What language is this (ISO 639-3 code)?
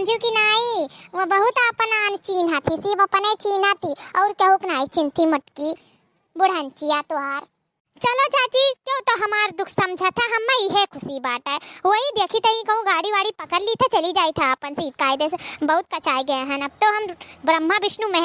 awa